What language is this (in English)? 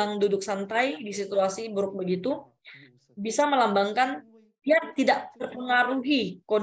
Indonesian